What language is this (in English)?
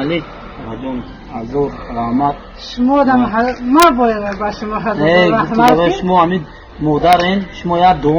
Tajik